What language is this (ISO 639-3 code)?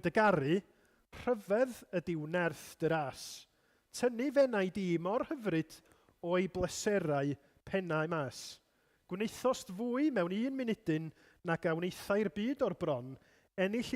cym